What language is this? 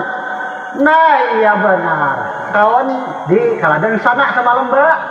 Banjar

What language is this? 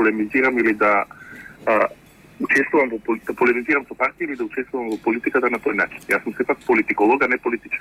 Macedonian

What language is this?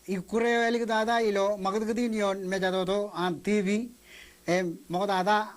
Marshallese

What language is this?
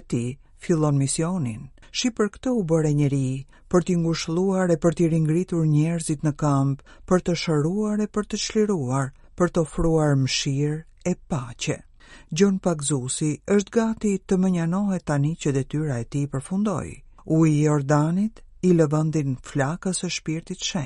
Albanian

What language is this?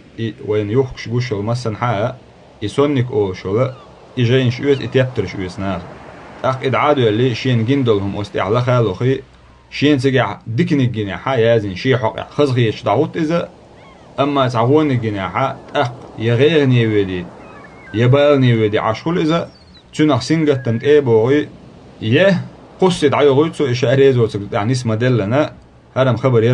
Chechen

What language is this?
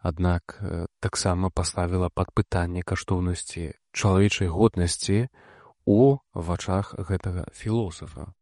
Belarusian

